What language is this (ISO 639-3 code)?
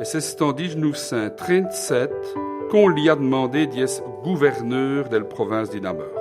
wln